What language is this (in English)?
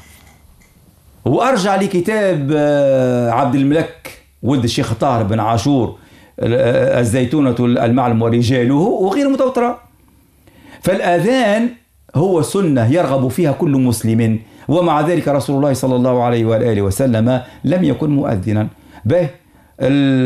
Arabic